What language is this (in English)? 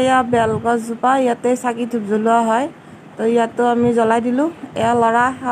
Assamese